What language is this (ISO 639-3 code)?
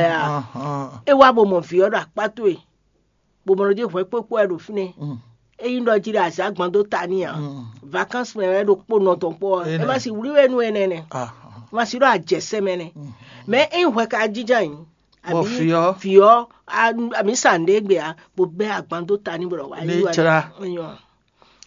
fon